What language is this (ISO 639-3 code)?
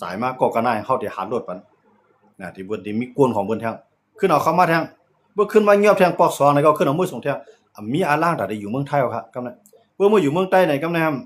shn